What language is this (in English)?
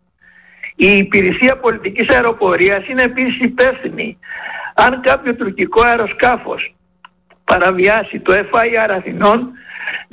Greek